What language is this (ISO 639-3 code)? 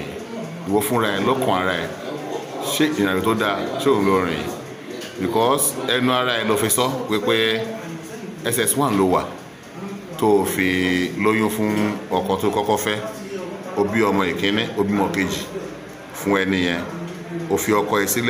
yor